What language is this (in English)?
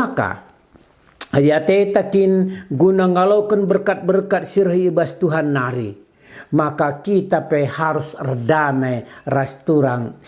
Batak Karo